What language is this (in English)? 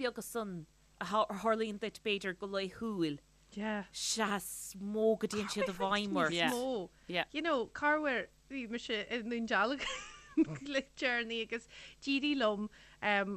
Irish